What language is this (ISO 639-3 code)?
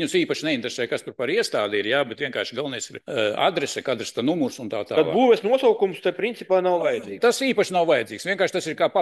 lav